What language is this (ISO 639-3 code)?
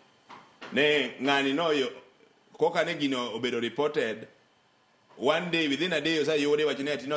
luo